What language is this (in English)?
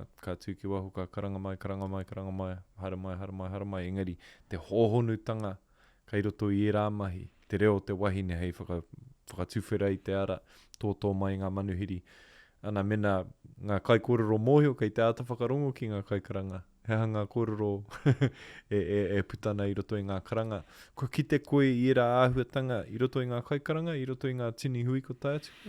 Māori